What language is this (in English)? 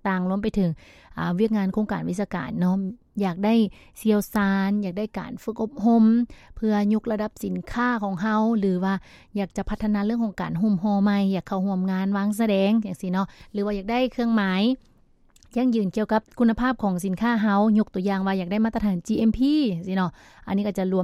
Lao